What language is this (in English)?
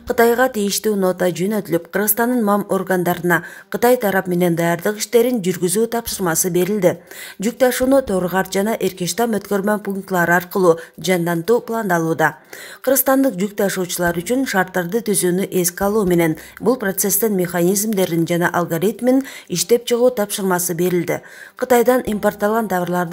Kyrgyz